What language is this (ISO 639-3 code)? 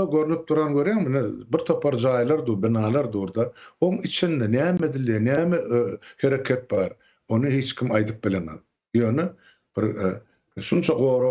tuk